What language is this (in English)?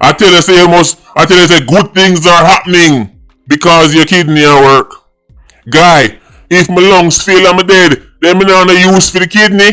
Jamaican Creole English